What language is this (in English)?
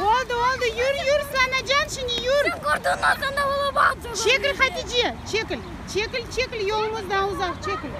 Crimean Tatar